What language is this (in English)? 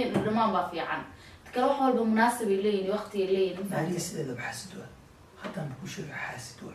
Somali